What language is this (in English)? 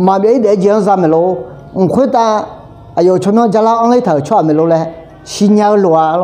Akha